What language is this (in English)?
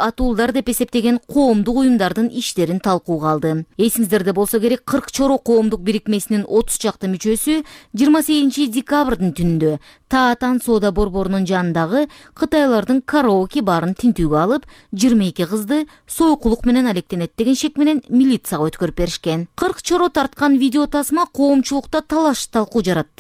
Kyrgyz